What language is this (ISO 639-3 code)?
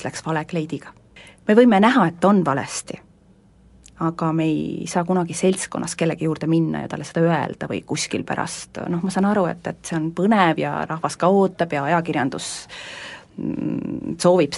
est